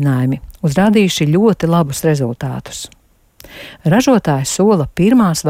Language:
Latvian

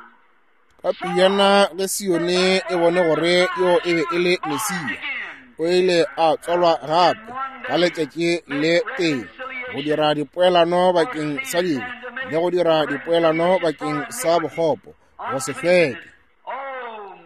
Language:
Northern Sotho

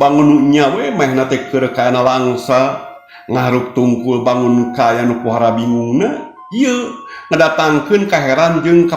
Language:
Sundanese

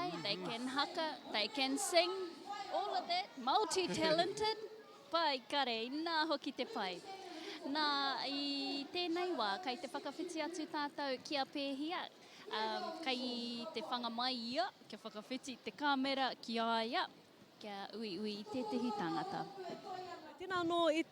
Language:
Māori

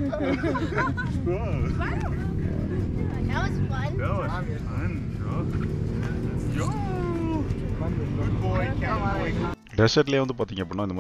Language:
Tamil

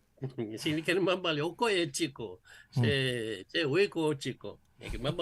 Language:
Fijian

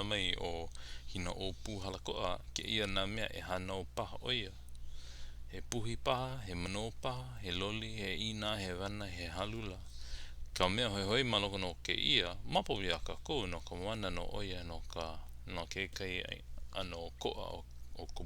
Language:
Hawaiian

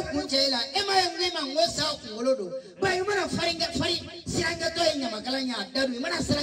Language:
Bambara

